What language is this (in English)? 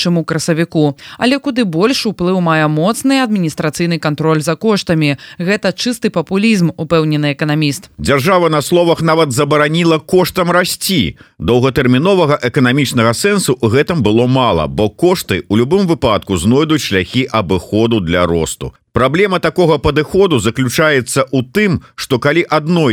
Belarusian